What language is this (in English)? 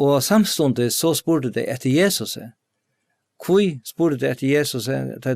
Faroese